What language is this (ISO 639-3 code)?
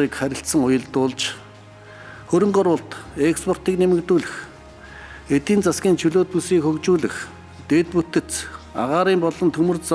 mon